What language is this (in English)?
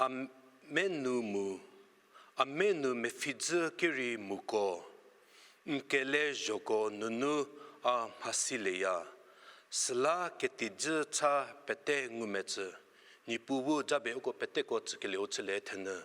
Angami Naga